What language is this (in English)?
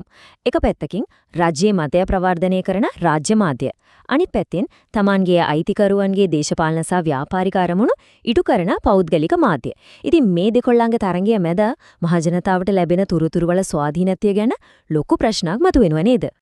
Sinhala